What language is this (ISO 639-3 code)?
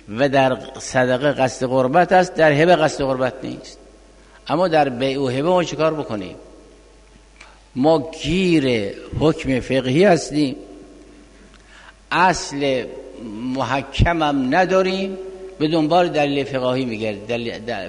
fas